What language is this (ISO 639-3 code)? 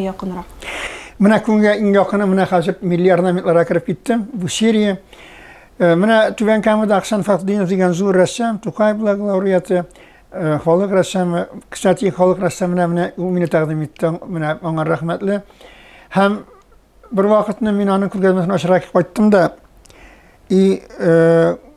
tat